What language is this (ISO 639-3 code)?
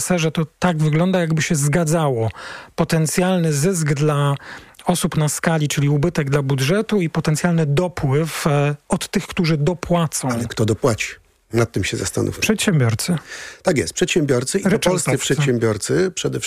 pol